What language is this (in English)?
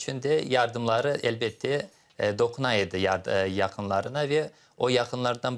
Crimean Tatar